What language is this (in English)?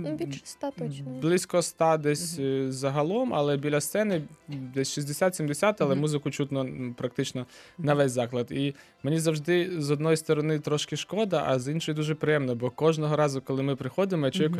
Ukrainian